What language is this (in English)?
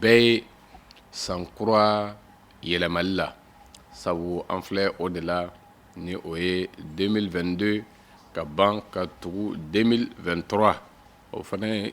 Bambara